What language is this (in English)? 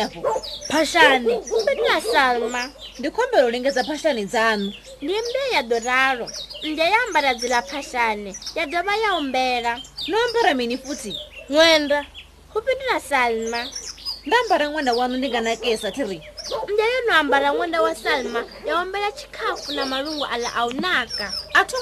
Venda